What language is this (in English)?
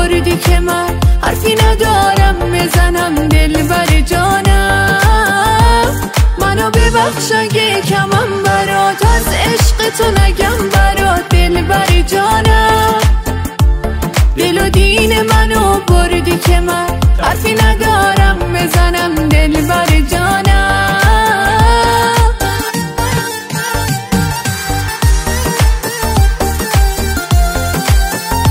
Persian